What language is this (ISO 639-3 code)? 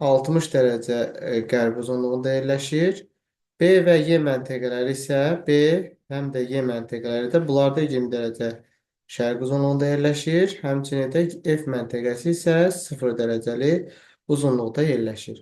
aze